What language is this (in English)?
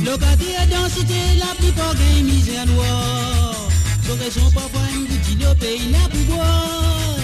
Morisyen